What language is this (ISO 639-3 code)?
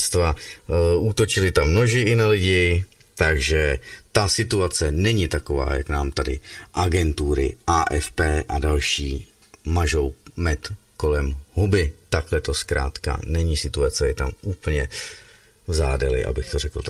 ces